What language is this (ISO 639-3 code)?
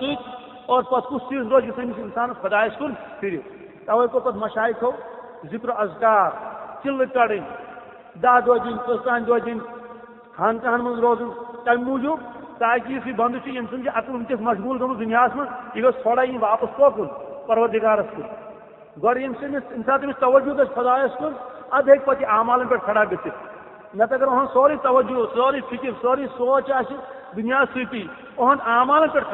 kas